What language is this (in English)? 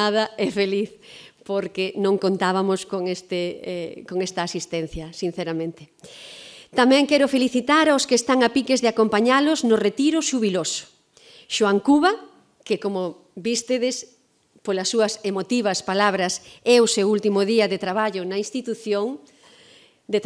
Galician